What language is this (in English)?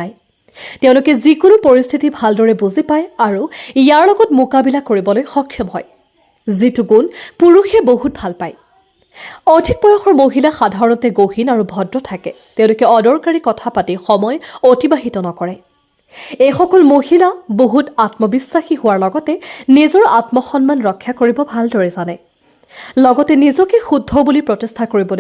Assamese